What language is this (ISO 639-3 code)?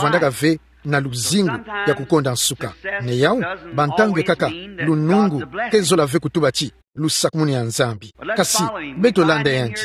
ktu